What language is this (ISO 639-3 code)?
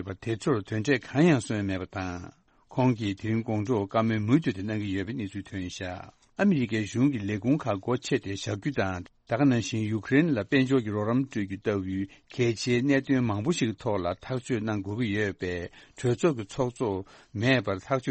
bod